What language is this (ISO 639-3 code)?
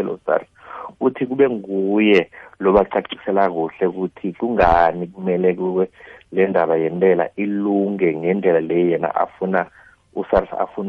nbl